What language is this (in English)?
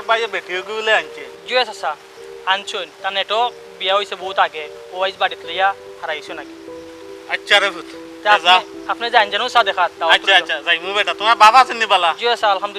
Sylheti